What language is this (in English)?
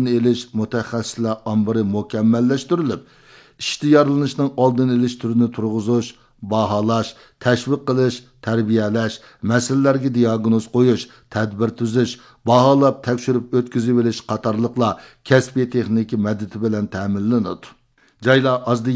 Uyghur